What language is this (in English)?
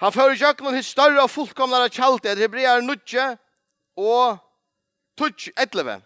Faroese